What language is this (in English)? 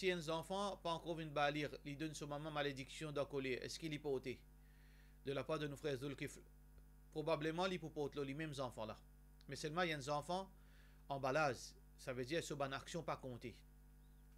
Morisyen